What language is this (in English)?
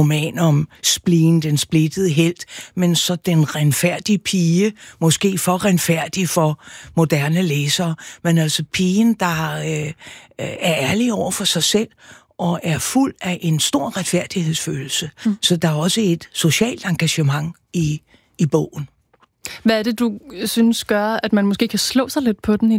Danish